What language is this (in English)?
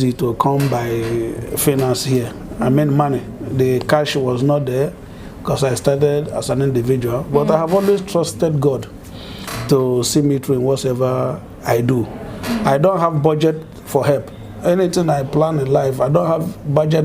Ganda